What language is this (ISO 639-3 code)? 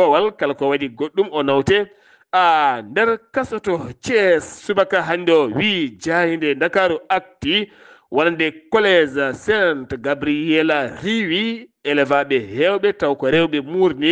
ful